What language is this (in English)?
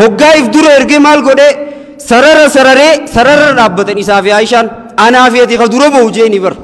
Oromo